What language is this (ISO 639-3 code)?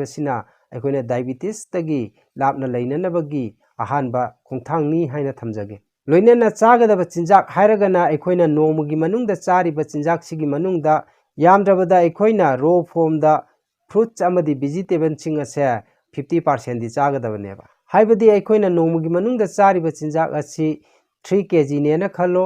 mni